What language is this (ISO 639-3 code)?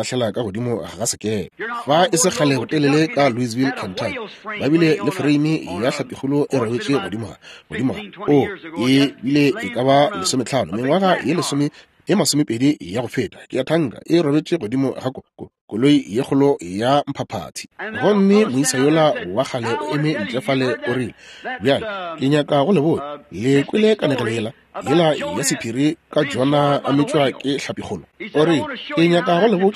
nso